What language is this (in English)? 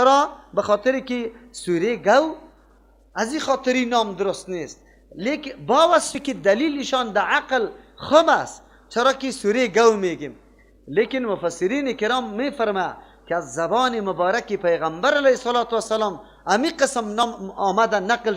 Persian